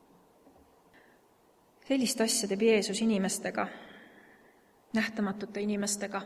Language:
Estonian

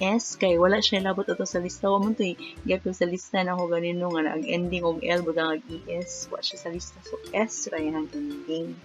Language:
Cebuano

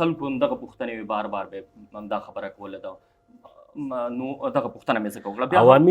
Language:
Pashto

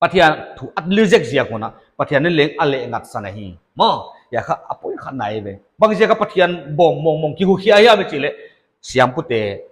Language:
Paite Chin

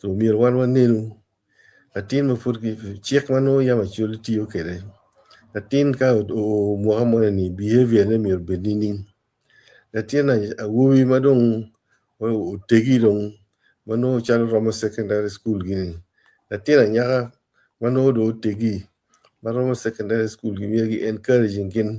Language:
Acoli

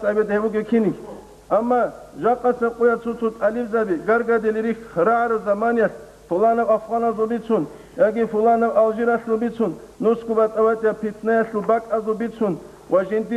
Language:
Avaric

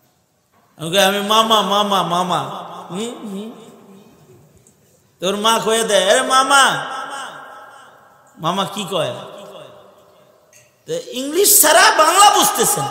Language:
Bangla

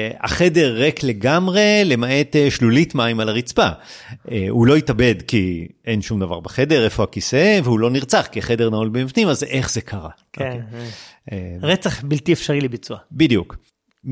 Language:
Hebrew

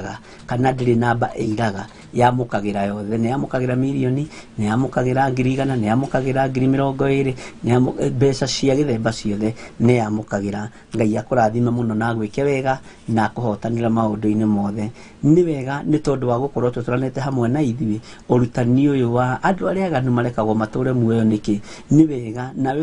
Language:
Kikuyu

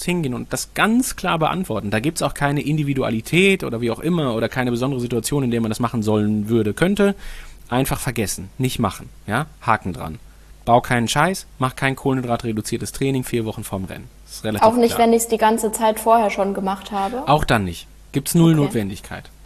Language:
German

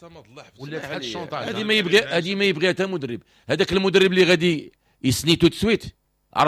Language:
Moroccan Arabic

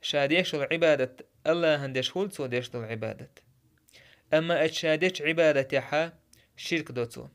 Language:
Chechen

